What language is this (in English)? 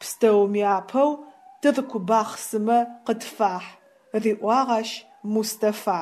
Adyghe